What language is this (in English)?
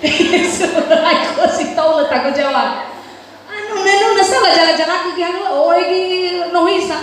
Nias